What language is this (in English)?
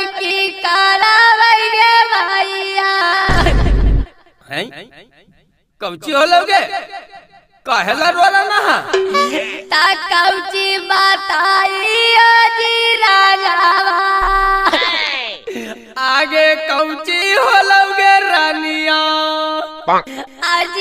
Magahi